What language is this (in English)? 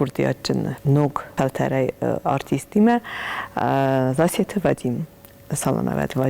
Ossetic